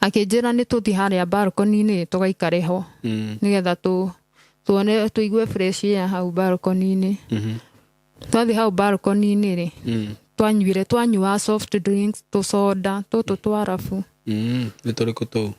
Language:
Kikuyu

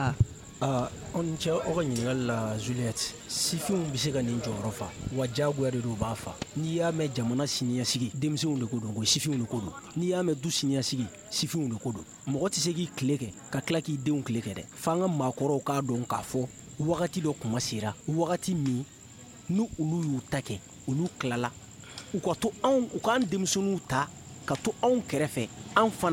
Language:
Bambara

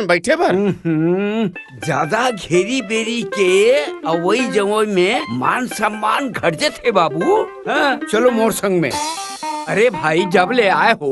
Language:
Chhattisgarhi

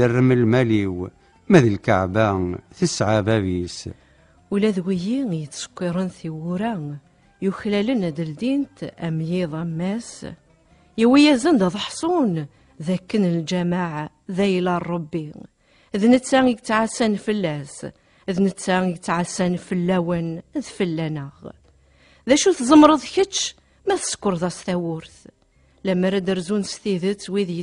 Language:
Kabyle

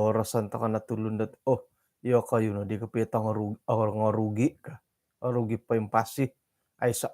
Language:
Central Dusun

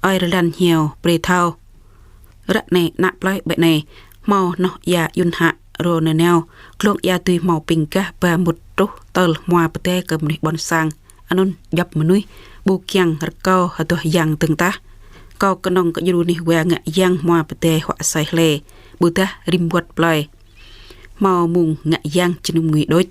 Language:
Jarai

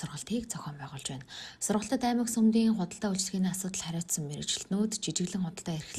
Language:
Mongolian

